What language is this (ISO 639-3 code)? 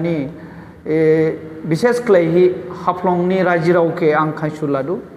dis